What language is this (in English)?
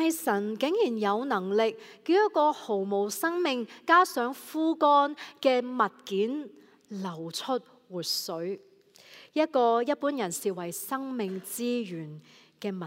Cantonese